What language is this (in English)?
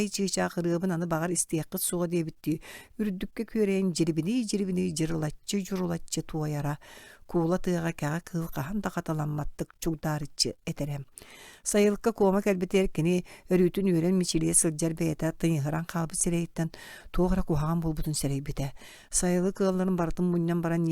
Yakut